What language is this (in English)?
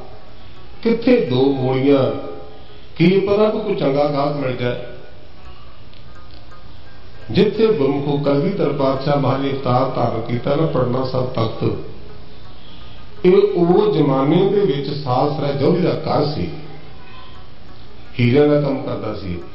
Punjabi